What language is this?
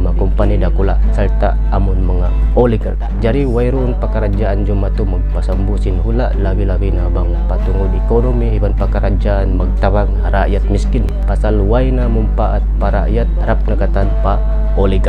Tausug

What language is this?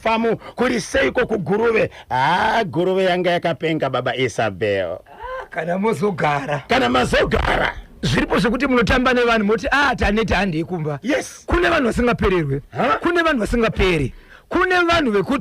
Shona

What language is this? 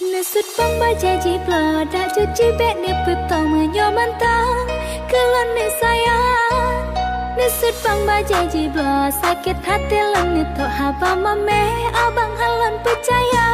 Achinese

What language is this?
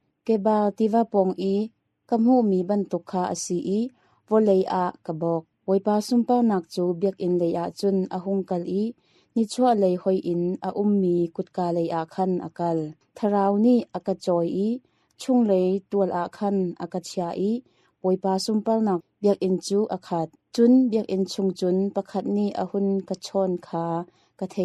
Hakha Chin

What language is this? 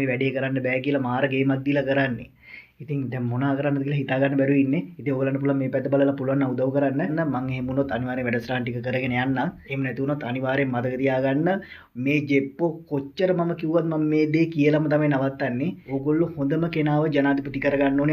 Sinhala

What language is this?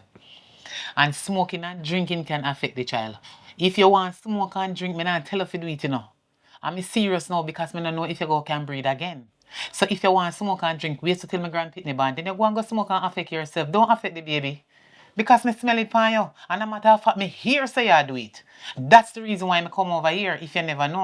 Jamaican Creole English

